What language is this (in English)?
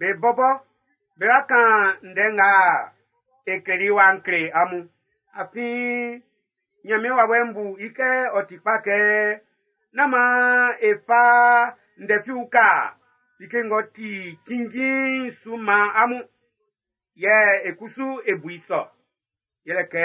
Baoulé